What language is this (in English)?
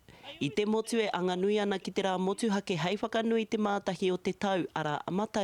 Māori